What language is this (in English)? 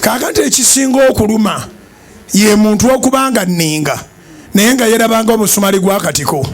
Ganda